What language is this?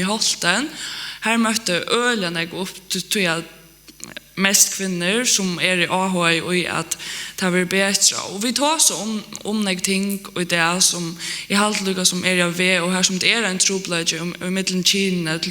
Faroese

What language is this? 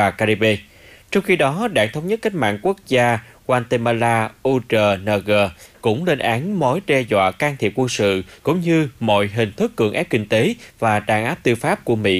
Vietnamese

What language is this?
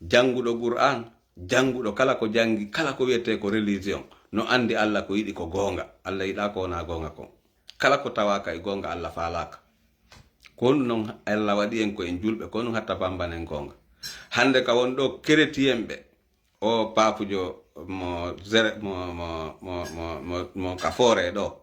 Fula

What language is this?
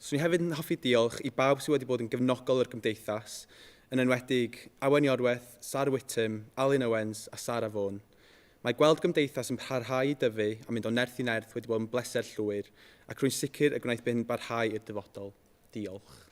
Welsh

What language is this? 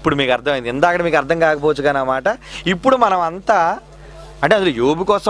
Telugu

